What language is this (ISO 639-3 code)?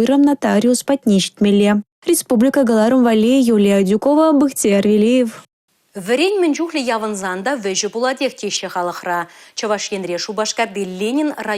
chv